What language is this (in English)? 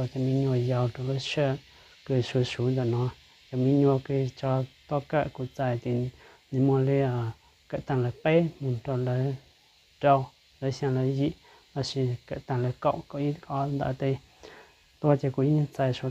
Hmong